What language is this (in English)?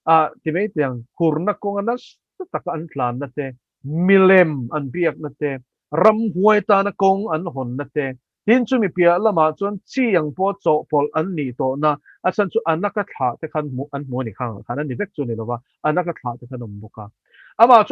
Mizo